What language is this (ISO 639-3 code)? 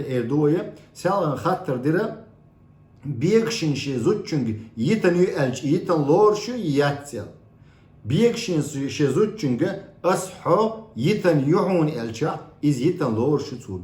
che